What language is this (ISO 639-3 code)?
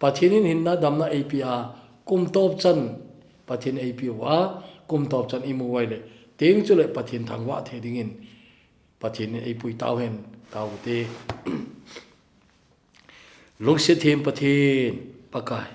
tcz